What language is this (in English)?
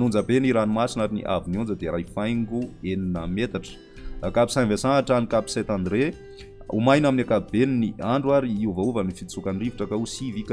Malagasy